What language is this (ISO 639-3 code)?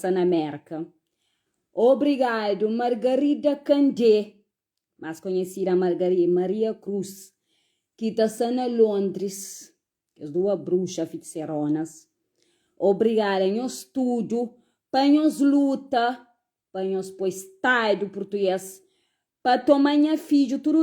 kea